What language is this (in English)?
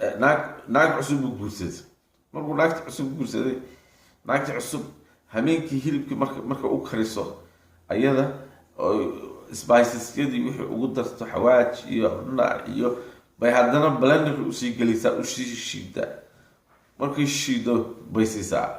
Somali